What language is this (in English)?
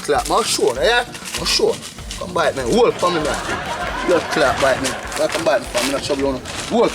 Jamaican Creole English